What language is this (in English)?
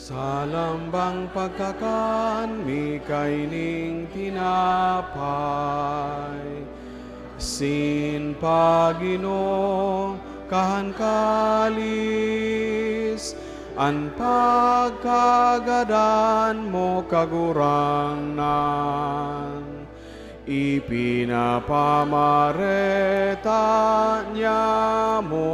Bikol